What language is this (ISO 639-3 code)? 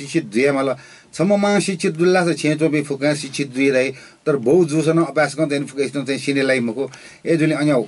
new